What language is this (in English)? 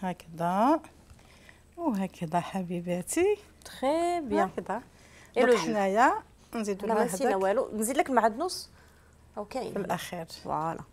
Algerian Arabic